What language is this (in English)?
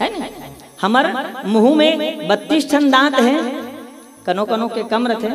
Chhattisgarhi